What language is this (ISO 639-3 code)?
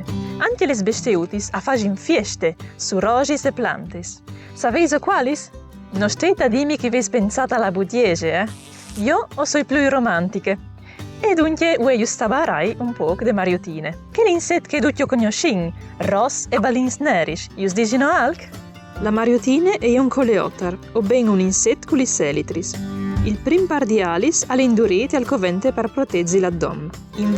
fur